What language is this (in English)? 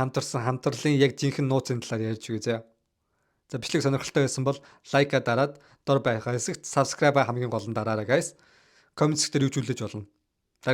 Mongolian